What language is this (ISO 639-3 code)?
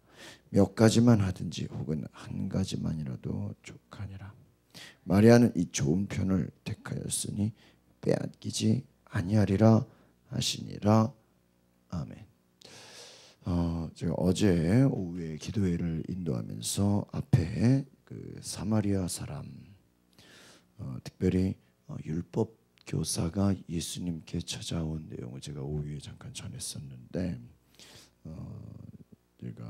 kor